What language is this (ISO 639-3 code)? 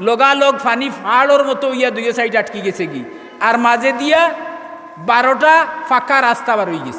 syl